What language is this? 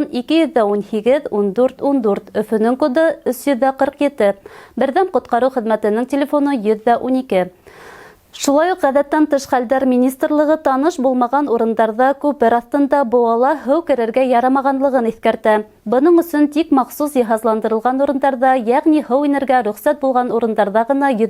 Bashkir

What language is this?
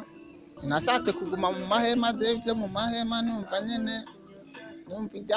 Rundi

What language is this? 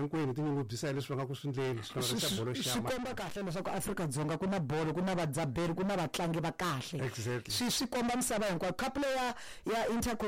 Tsonga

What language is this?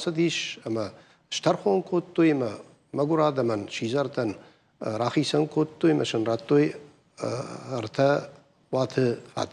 Ossetic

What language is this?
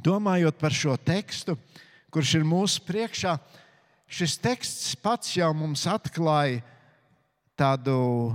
Latvian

